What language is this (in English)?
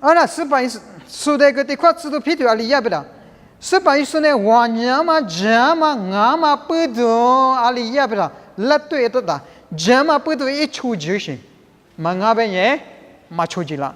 Lisu